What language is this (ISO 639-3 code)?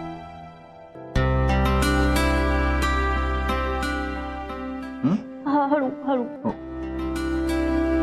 mar